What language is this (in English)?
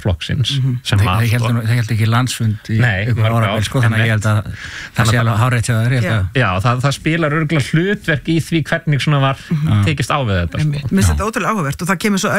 Icelandic